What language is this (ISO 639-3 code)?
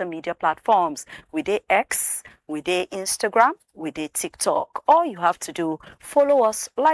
pcm